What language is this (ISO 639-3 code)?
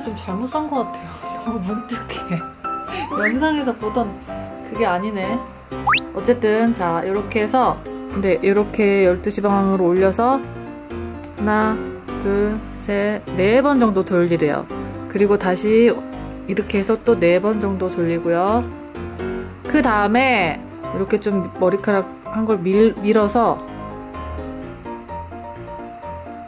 kor